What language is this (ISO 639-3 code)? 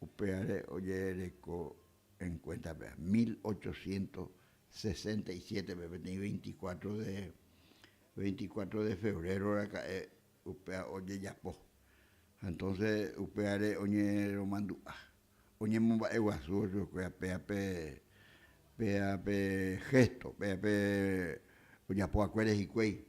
grn